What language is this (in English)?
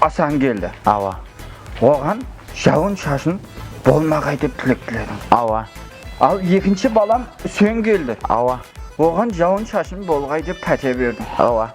Kara-Kalpak